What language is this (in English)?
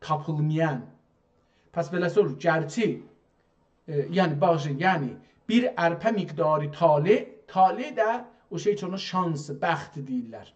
South Azerbaijani